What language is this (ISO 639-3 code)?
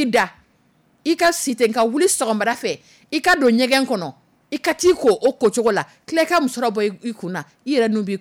dyu